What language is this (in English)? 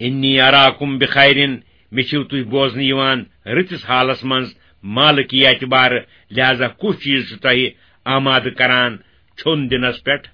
Kashmiri